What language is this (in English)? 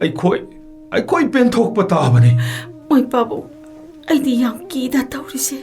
Manipuri